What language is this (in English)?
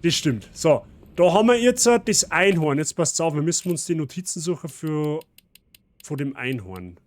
Bavarian